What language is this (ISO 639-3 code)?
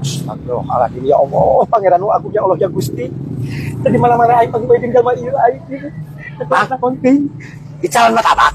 sun